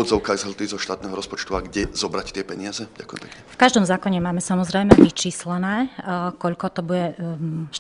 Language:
Slovak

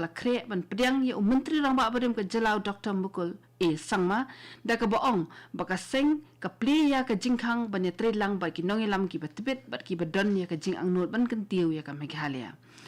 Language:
Khasi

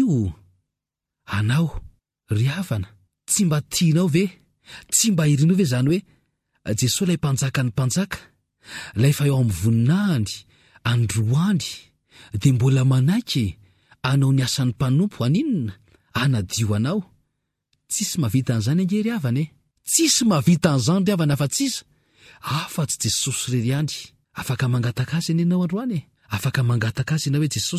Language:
Malagasy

